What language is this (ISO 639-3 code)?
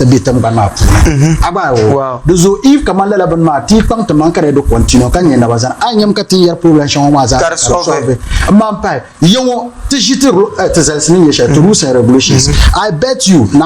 dag